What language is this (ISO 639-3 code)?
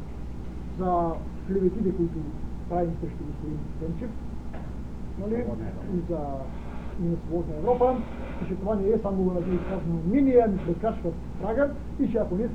bul